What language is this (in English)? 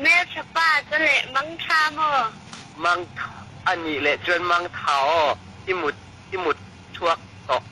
Tedim Chin